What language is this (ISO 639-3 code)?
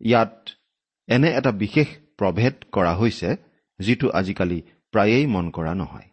asm